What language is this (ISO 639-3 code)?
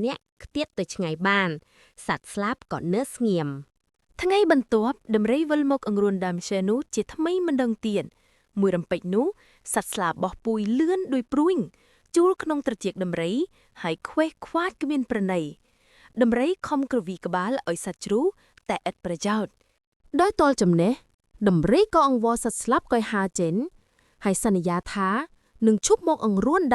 khm